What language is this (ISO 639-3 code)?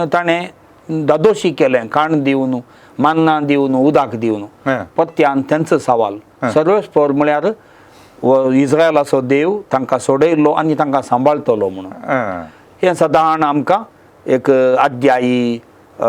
kok